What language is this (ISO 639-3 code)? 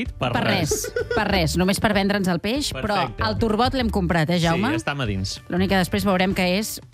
cat